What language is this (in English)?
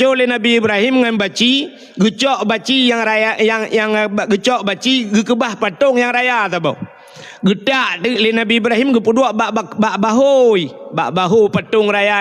Achinese